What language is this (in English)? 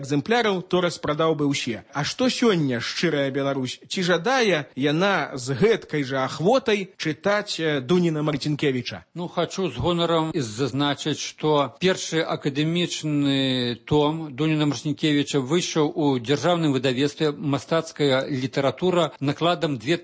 Belarusian